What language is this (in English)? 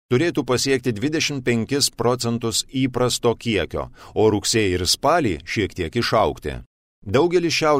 Lithuanian